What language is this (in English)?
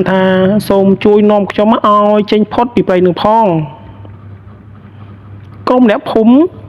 Khmer